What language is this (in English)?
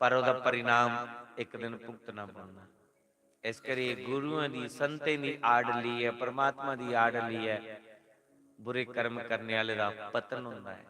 Dogri